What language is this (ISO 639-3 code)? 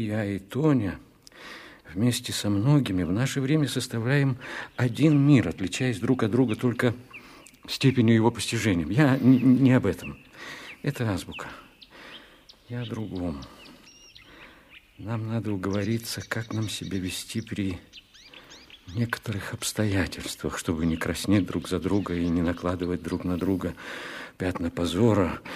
rus